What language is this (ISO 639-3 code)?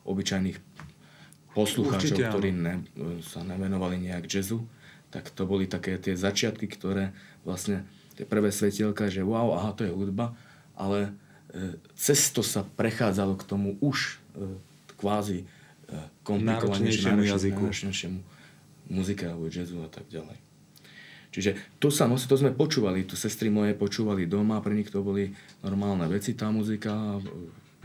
slk